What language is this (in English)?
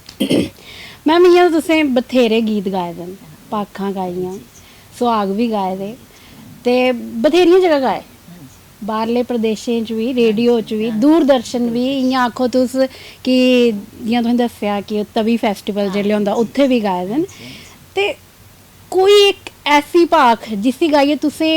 Dogri